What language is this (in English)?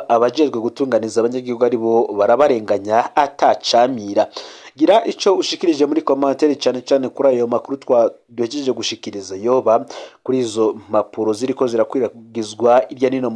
Rundi